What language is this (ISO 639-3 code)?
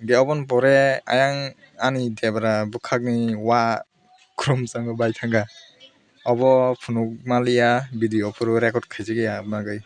trp